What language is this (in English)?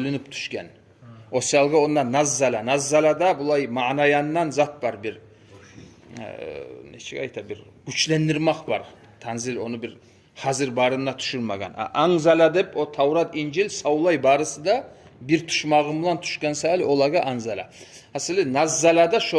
Kumyk